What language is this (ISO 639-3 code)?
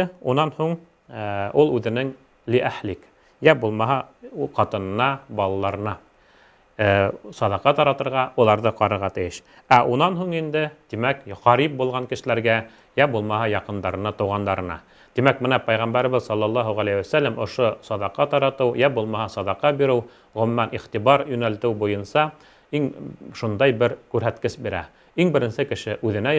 bak